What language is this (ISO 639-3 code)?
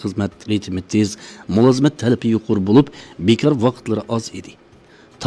uig